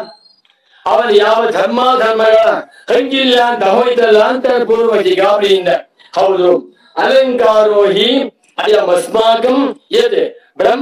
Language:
Kannada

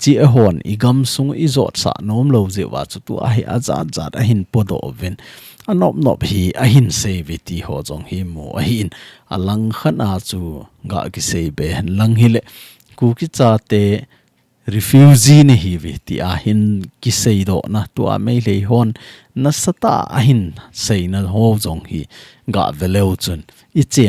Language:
Thado Chin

